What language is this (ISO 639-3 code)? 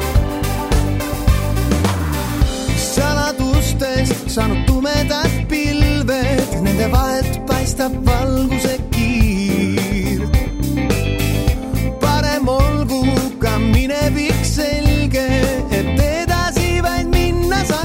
est